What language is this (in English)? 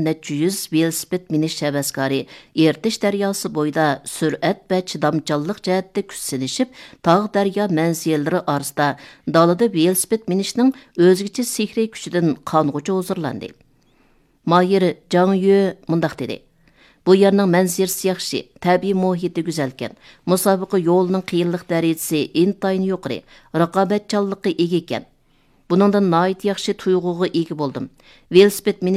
Uyghur